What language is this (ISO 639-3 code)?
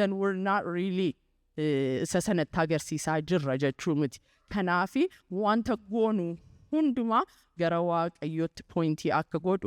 orm